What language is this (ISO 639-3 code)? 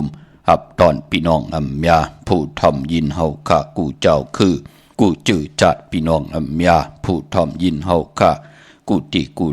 shn